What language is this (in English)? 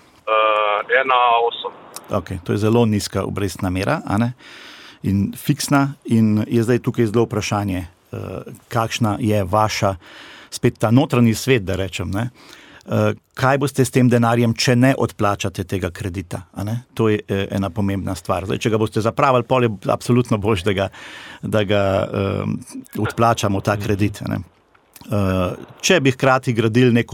Slovenian